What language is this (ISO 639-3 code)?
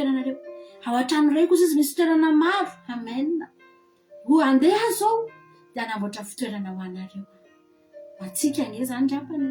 mlg